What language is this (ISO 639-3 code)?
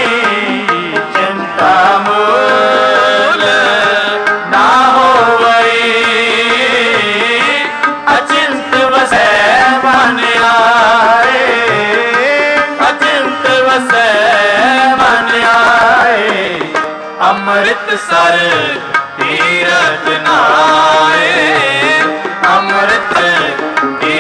pan